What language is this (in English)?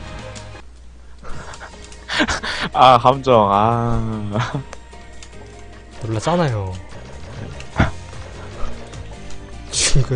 Korean